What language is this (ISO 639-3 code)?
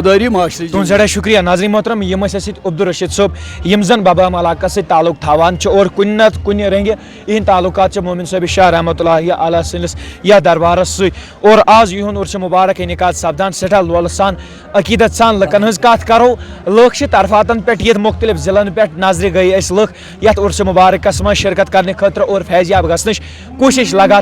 kas